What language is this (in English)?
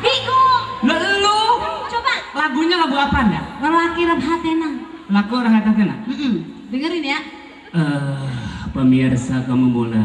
Betawi